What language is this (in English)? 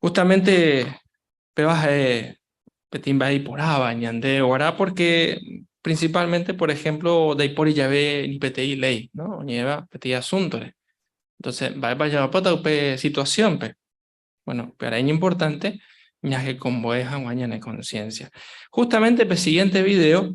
Guarani